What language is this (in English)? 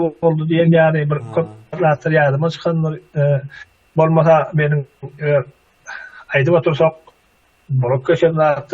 Turkmen